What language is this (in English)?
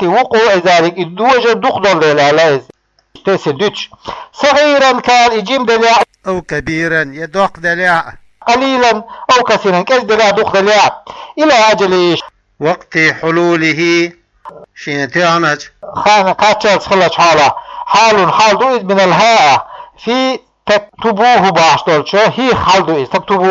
Chechen